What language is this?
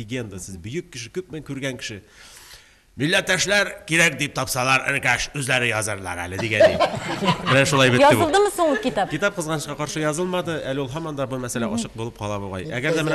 Tatar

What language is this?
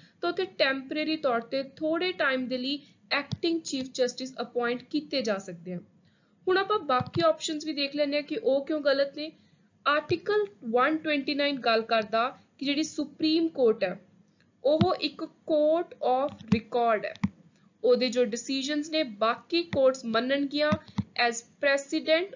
Punjabi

